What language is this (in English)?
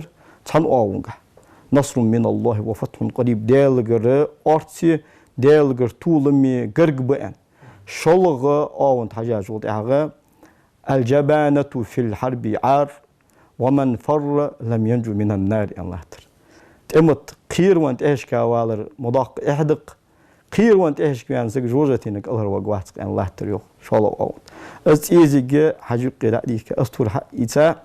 Ingush